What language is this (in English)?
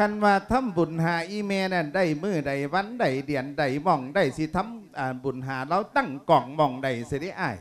Lao